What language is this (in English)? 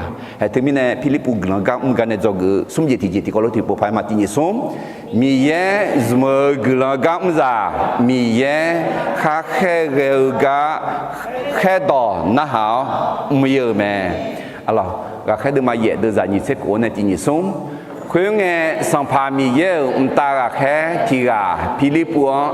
Akha